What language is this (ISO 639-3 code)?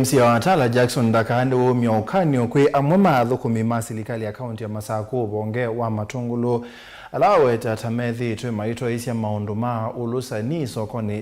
kam